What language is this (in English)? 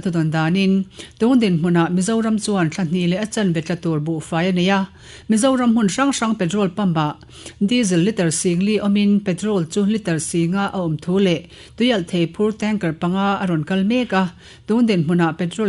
Mizo